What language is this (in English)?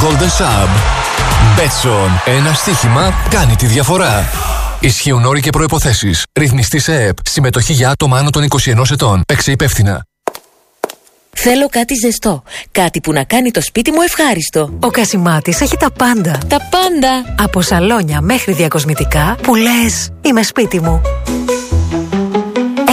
Greek